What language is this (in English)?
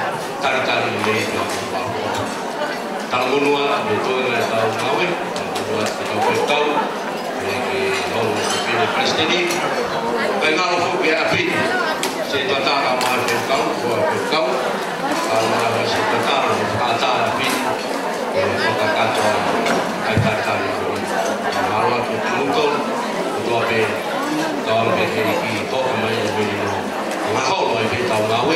Tongan